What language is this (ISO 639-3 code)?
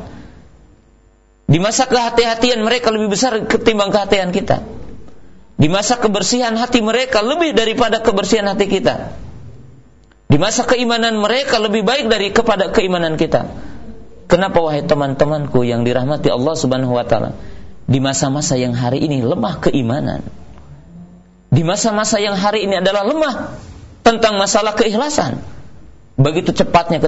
ind